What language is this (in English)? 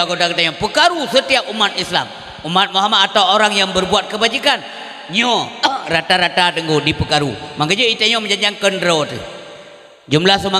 Achinese